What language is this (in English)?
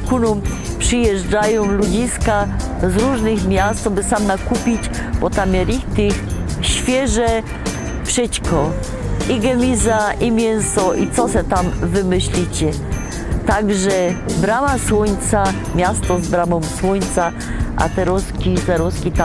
Silesian